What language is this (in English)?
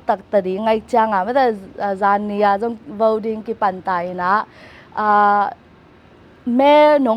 Tedim Chin